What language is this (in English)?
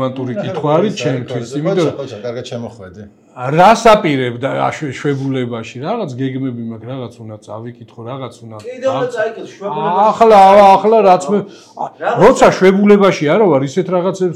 Georgian